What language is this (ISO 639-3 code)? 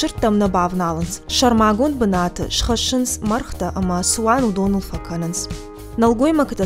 oss